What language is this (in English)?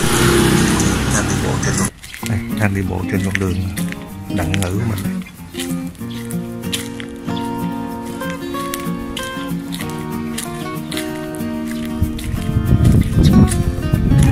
Vietnamese